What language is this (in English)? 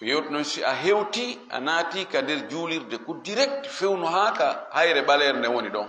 Fula